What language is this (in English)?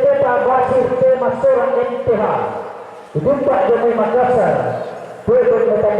Toraja-Sa'dan